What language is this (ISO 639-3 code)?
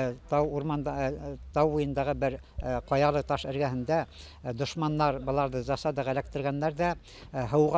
bak